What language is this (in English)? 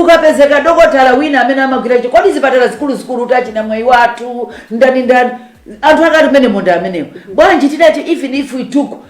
Nyanja